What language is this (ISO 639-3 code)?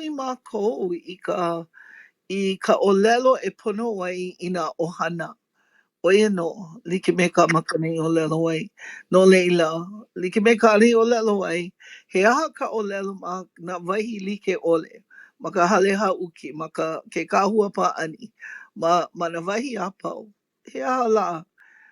haw